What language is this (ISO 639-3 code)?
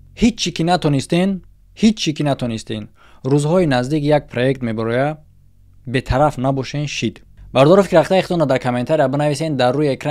tgk